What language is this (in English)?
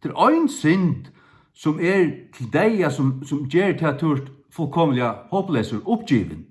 Faroese